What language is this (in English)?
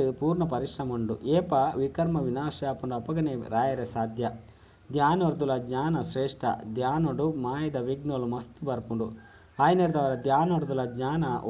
Tulu